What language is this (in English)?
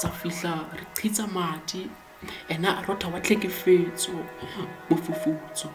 Southern Sotho